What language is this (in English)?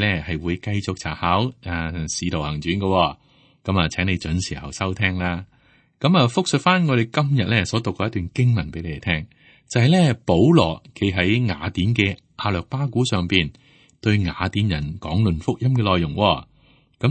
Cantonese